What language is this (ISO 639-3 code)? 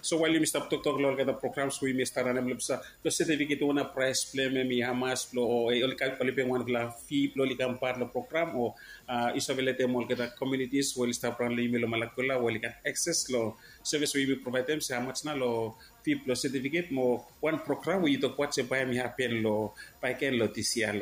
bis